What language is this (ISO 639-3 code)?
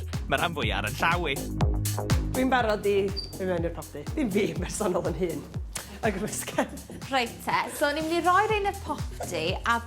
cym